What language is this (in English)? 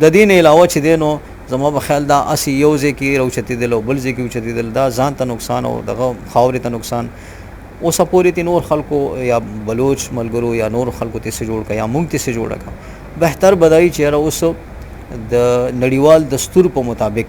Pashto